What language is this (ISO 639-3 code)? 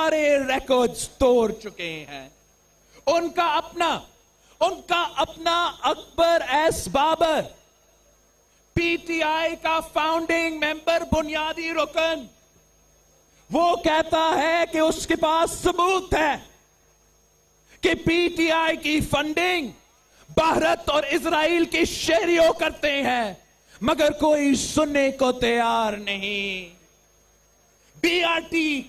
urd